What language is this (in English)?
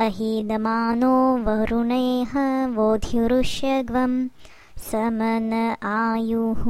Sanskrit